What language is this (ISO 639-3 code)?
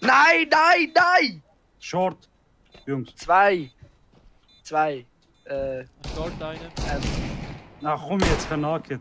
gsw